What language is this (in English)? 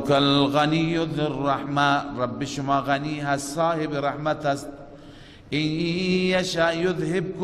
Persian